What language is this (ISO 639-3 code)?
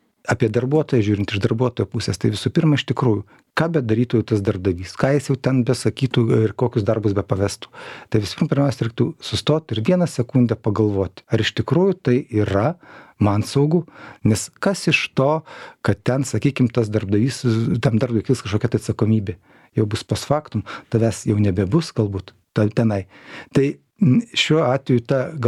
lit